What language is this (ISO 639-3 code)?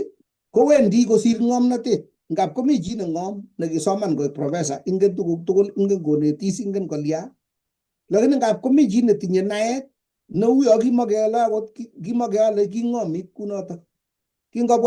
kln